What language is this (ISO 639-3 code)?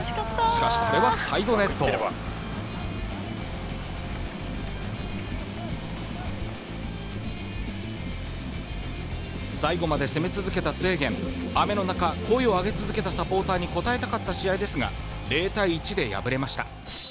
jpn